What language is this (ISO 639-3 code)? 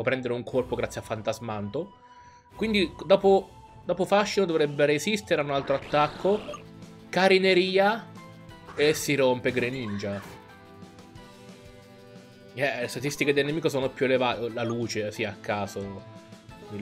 ita